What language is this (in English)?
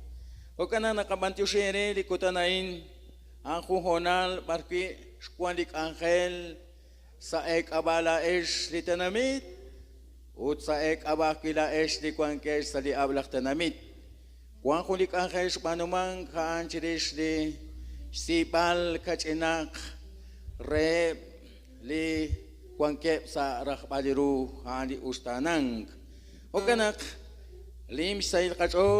Kekchí